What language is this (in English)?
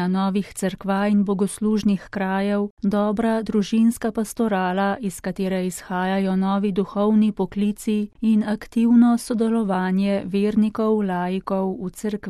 Slovenian